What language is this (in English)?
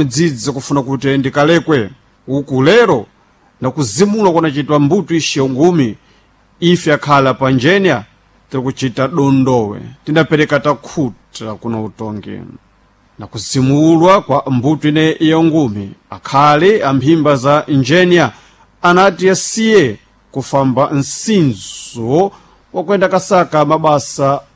Sena